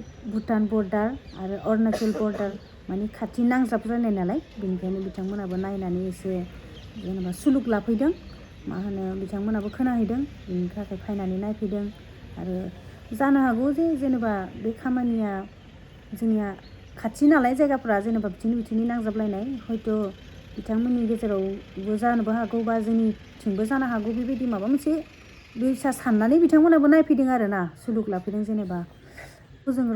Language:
Bodo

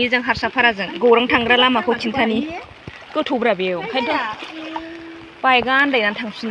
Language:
Bodo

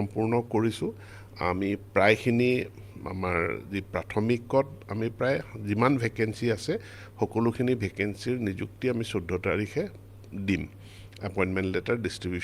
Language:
Assamese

